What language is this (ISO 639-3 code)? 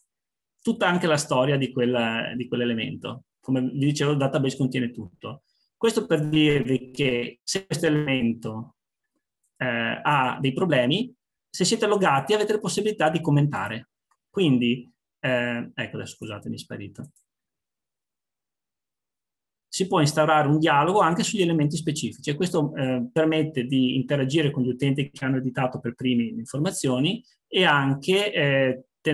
ita